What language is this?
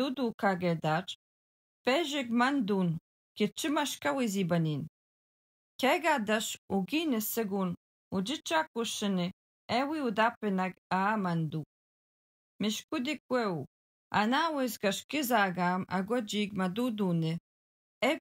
Algonquin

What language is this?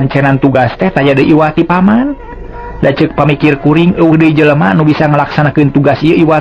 Sundanese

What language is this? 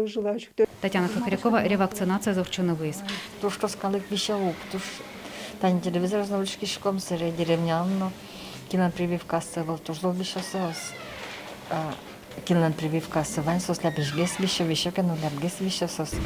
Udmurt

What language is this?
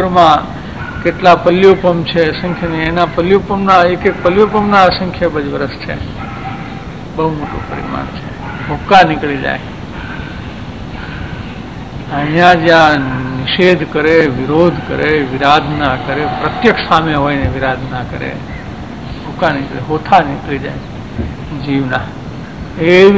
Gujarati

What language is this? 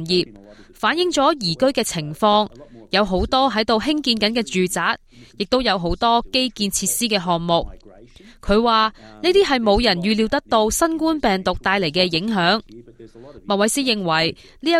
Cantonese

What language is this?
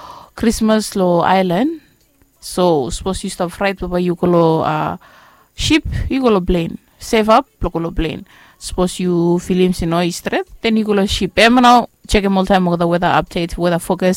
Bislama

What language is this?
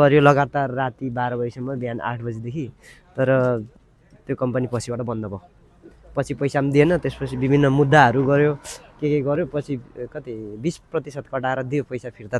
Nepali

